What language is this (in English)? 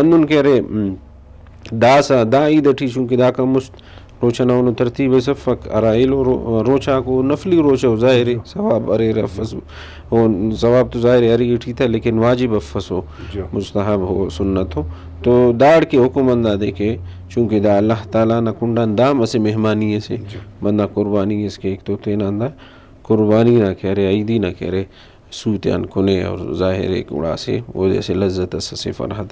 Brahui